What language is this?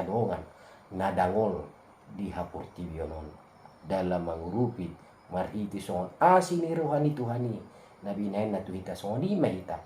Batak Toba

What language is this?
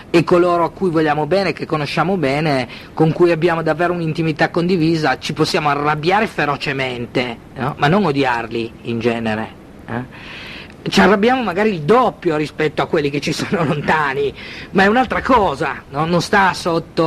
Italian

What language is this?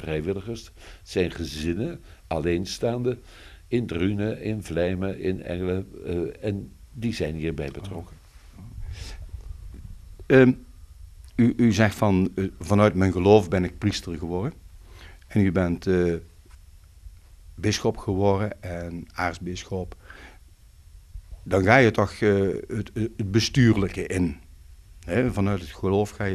Dutch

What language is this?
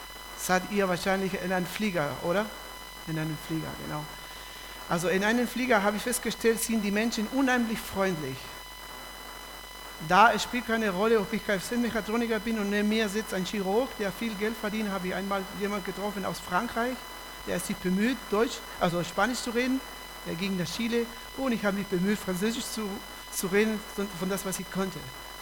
German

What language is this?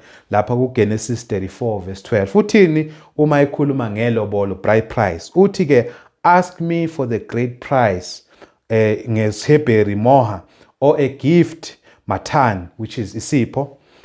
Zulu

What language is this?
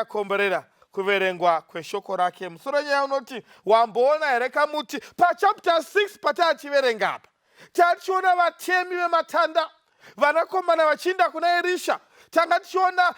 Shona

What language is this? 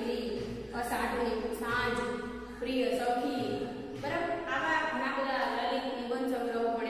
Gujarati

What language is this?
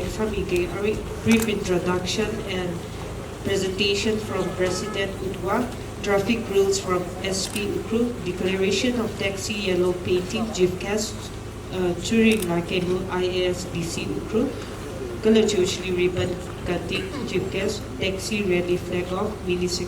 Tangkhul Naga (India)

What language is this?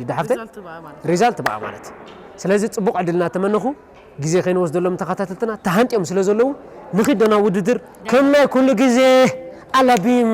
Tigrinya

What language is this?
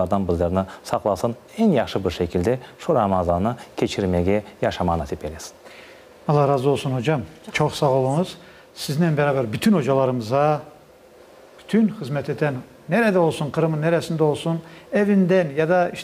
Crimean Tatar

